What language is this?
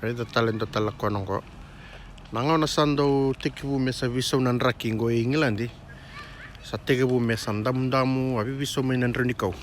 Fijian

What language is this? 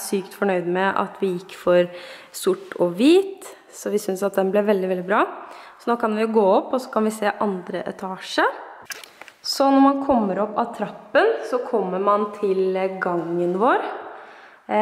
Norwegian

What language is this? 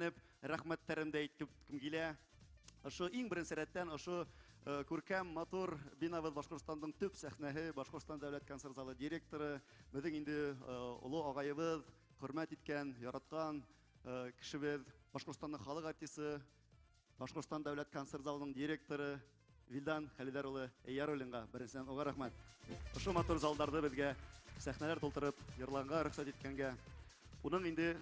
Bashkir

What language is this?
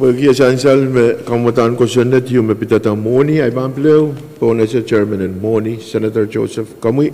Pohnpeian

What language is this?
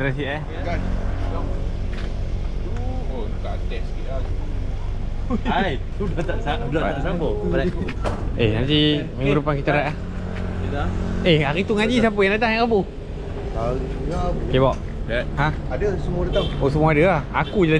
Malay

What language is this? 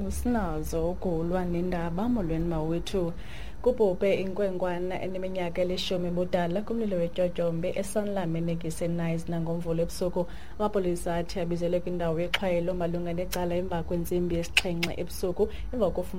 Xhosa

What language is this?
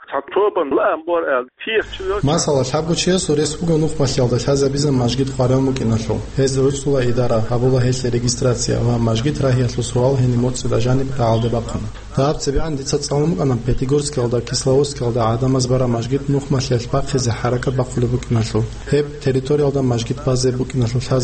Avaric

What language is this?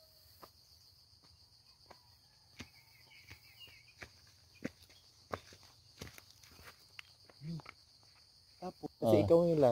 Filipino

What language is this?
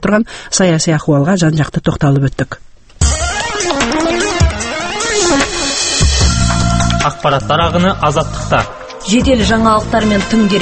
Kazakh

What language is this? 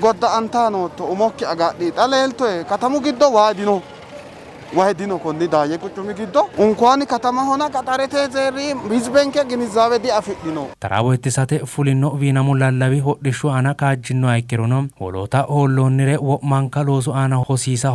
Sidamo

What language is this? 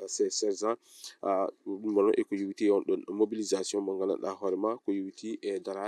Fula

